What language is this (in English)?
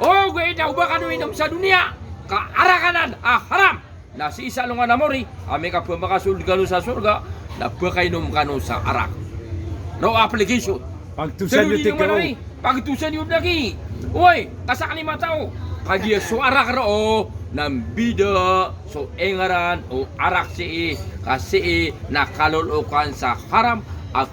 Maranao